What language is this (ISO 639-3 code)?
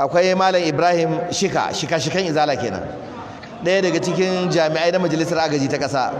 hau